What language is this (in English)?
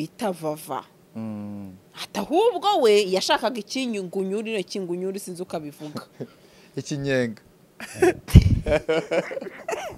Kinyarwanda